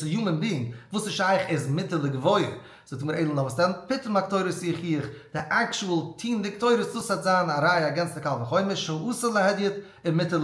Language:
Yiddish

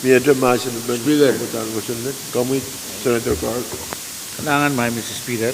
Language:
Pohnpeian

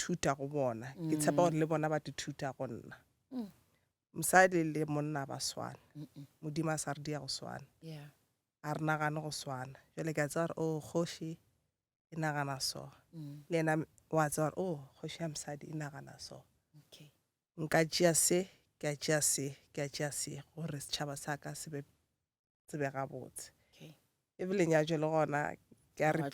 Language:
Northern Sotho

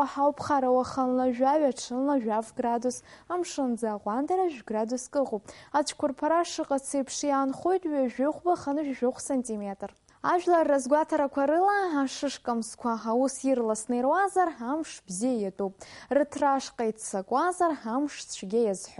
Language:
Abkhazian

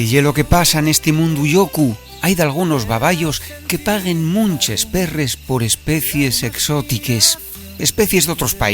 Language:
Asturian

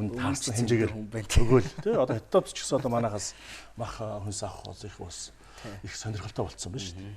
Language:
Mongolian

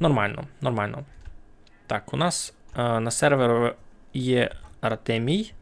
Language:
Rusyn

